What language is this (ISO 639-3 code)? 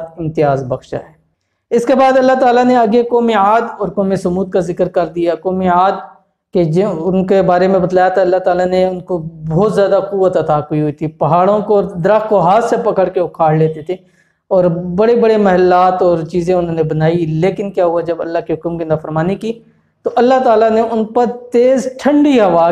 urd